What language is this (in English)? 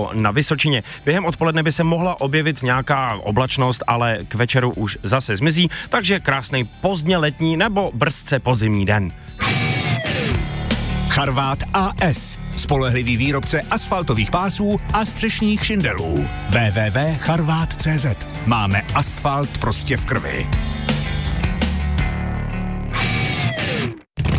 Czech